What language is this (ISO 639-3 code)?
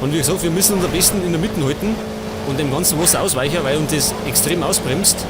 bar